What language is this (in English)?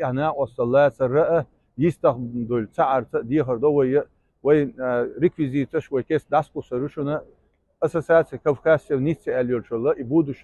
Chechen